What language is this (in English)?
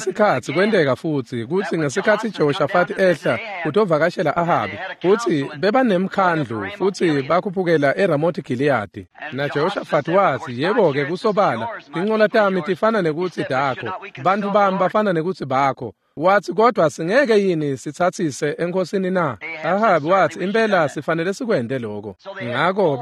Swati